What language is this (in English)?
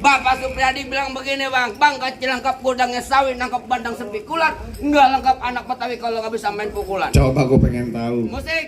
Betawi